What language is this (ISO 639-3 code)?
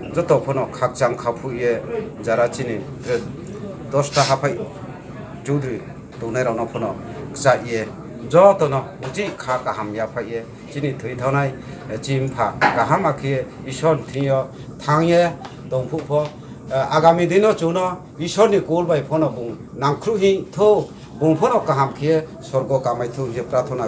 ria